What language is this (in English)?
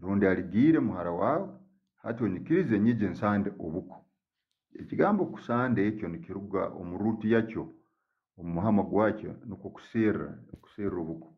Tooro